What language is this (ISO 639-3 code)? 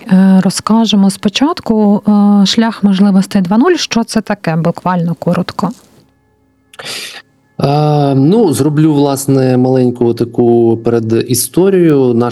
ukr